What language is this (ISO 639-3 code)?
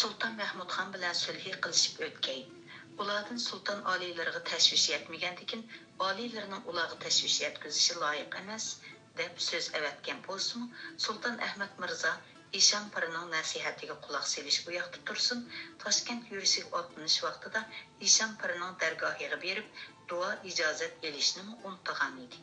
uig